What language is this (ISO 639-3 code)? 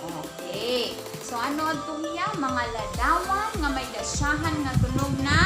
war